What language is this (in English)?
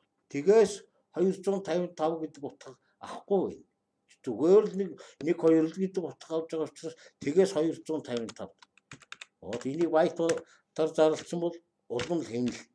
Mongolian